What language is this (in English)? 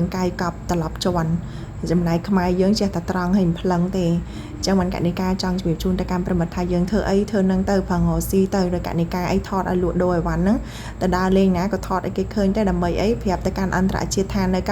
Khmer